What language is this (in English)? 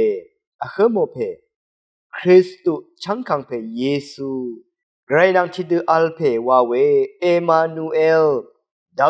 Rawang